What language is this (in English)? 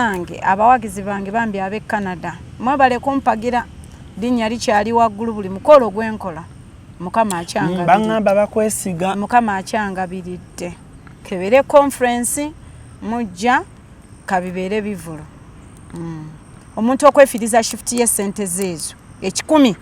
Ganda